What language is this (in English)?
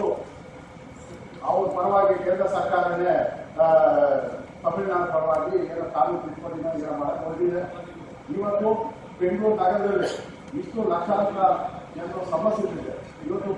Kannada